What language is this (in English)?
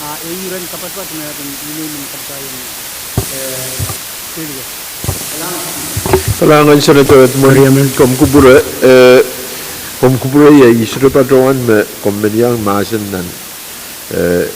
Pohnpeian